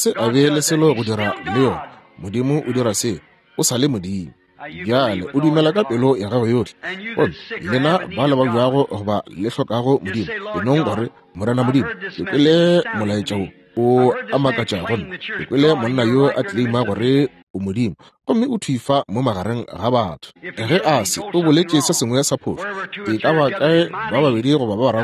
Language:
Northern Sotho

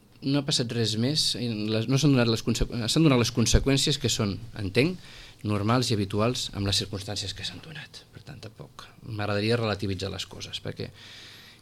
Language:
Catalan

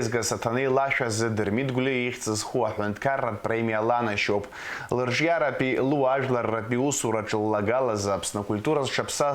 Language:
Abkhazian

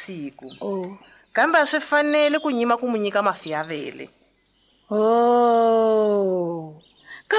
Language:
Tsonga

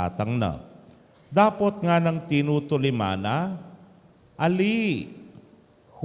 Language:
Pampanga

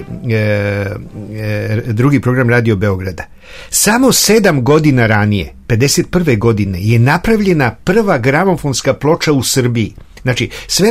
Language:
Serbian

